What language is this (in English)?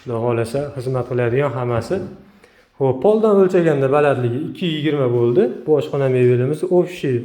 Uzbek